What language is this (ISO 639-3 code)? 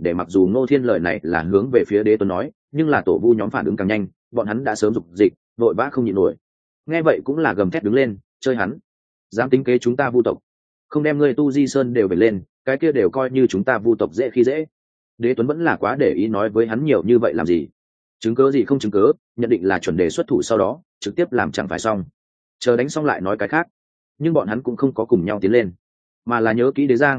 vie